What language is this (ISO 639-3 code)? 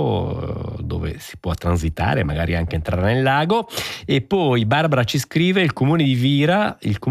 ita